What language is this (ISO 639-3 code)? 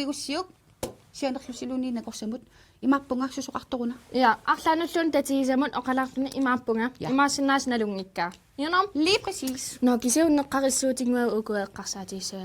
kal